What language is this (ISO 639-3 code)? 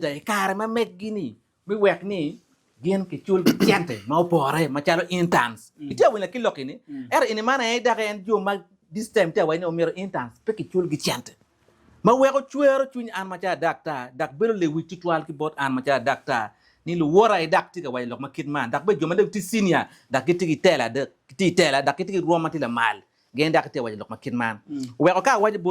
ach